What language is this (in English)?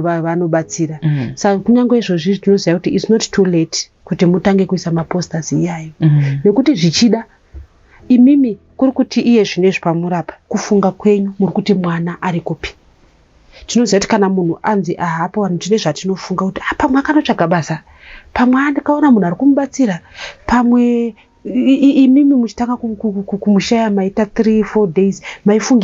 Shona